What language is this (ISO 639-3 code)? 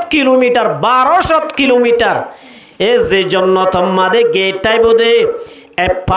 rhg